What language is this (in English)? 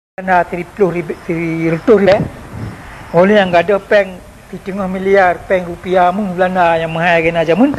Achinese